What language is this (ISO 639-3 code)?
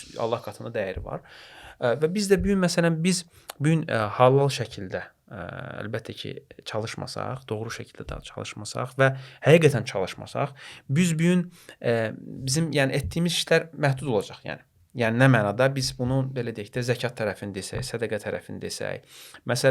aze